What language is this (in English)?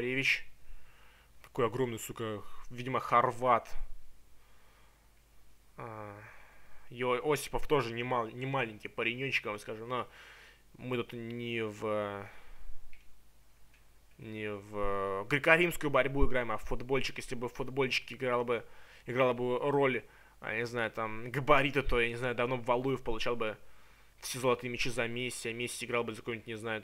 Russian